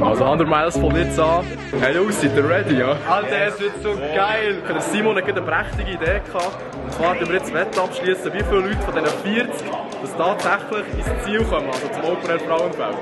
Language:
Swiss German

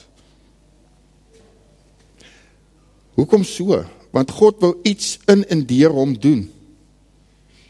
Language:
Afrikaans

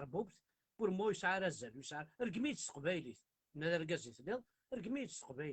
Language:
Kabyle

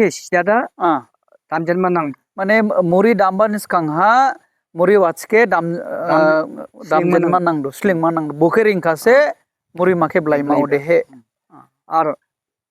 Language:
Dimasa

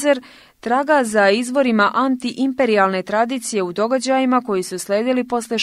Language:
Serbian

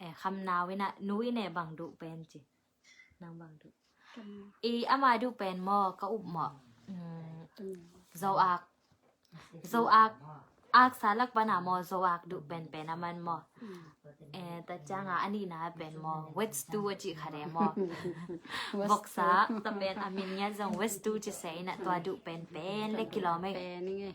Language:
Tedim Chin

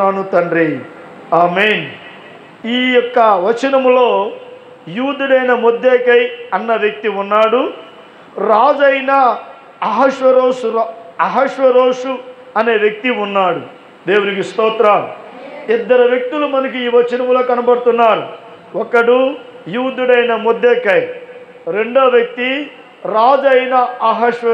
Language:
Telugu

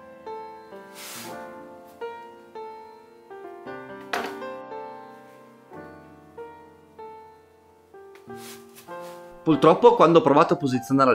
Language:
Italian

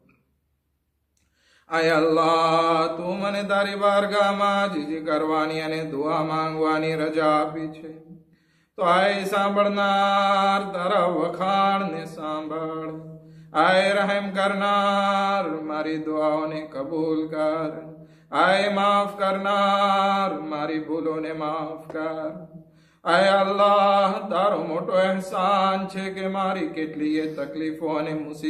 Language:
Gujarati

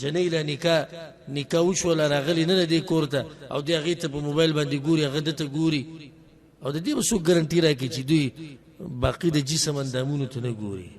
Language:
Pashto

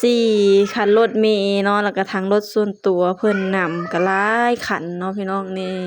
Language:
Lao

